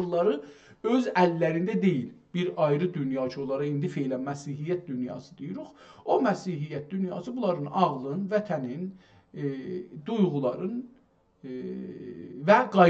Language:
South Azerbaijani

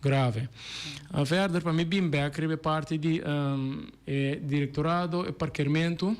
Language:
Papiamento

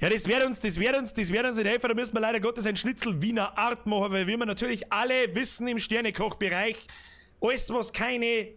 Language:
Bavarian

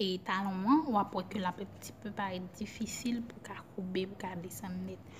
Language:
Haitian Creole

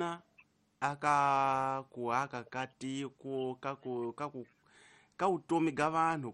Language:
Tsonga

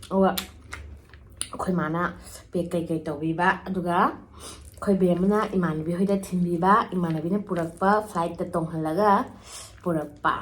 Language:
Manipuri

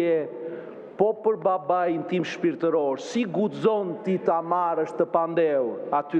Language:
Albanian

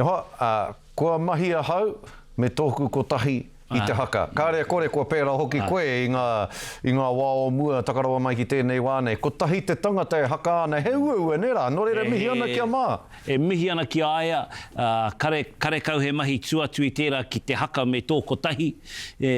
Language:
Māori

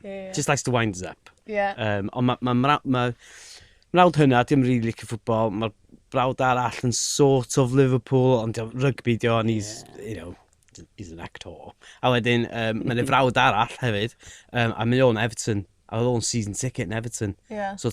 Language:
Welsh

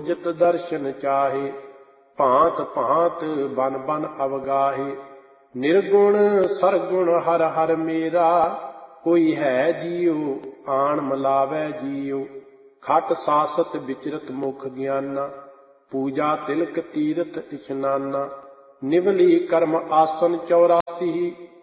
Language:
Punjabi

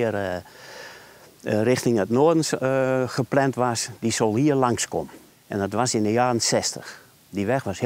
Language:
Western Frisian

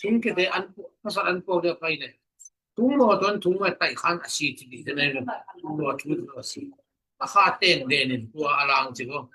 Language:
Tedim Chin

